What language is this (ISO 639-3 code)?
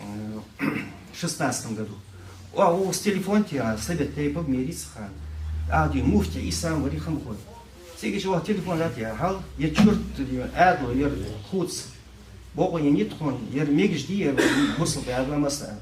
inh